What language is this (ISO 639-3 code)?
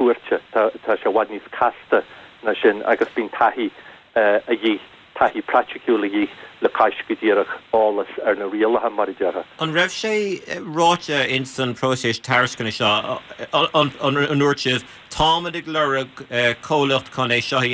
gle